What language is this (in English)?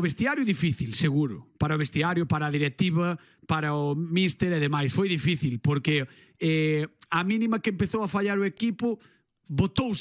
Galician